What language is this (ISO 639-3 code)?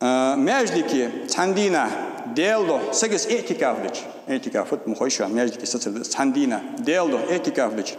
inh